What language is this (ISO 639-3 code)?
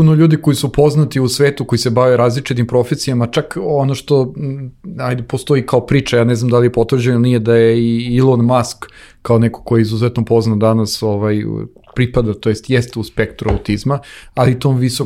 srp